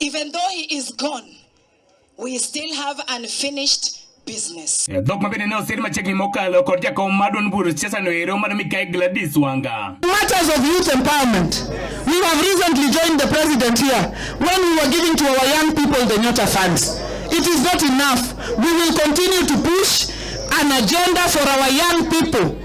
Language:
Luo (Kenya and Tanzania)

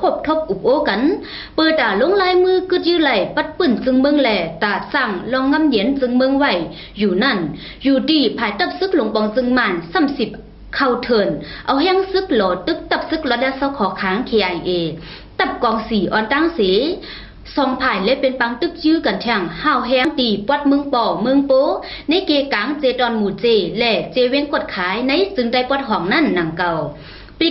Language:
Shan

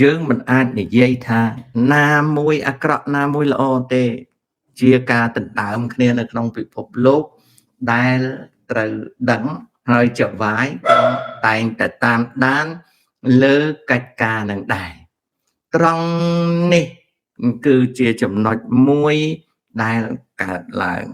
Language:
Khmer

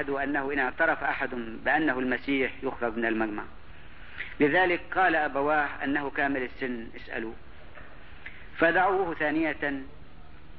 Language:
Egyptian Arabic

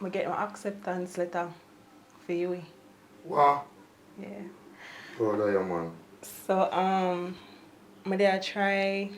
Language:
Jamaican Creole English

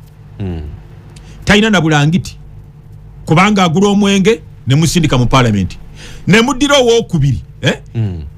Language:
Ganda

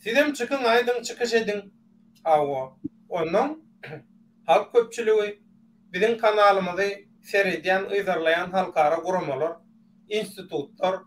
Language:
Turkmen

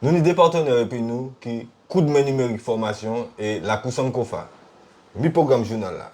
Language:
Guadeloupean Creole French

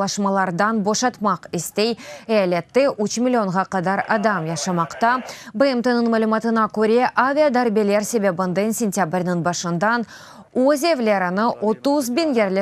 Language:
Crimean Tatar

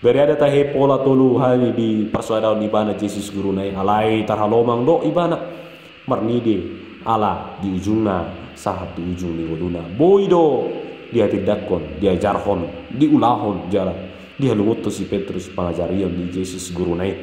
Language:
Batak Toba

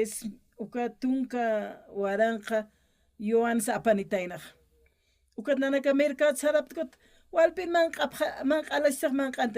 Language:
Aymara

